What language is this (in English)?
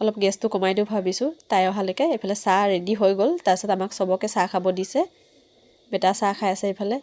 Assamese